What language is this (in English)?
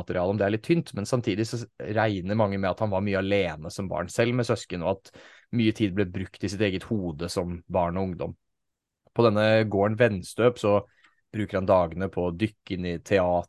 Norwegian